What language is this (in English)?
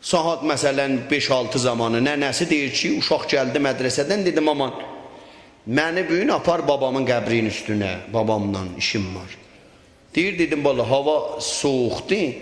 South Azerbaijani